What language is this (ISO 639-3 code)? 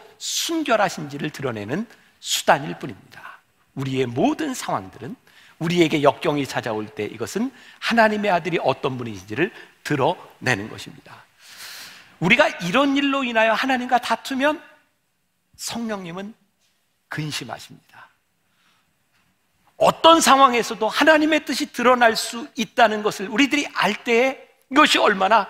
kor